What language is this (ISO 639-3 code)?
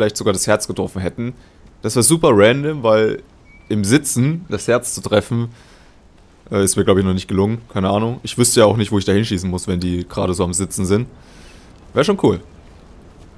deu